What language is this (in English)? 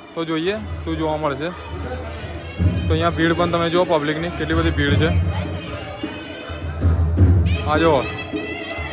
Gujarati